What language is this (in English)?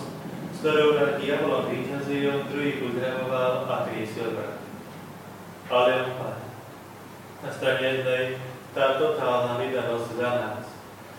Slovak